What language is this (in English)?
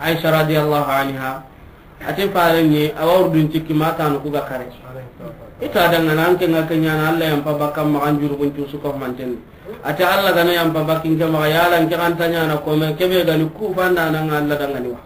Soninke